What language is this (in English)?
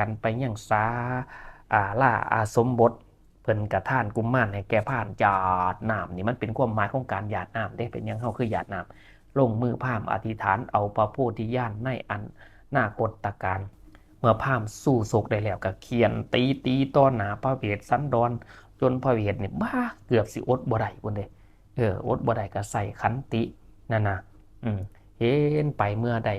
Northeastern Thai